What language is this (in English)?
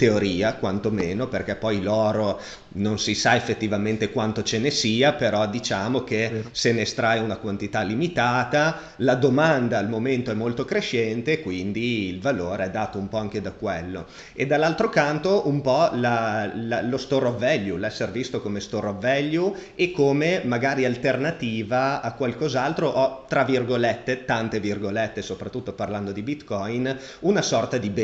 Italian